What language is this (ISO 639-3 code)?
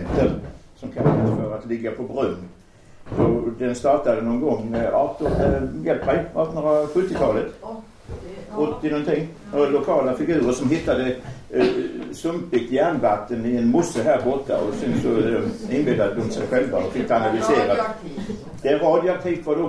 swe